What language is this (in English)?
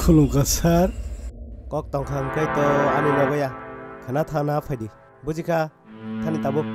Kok Borok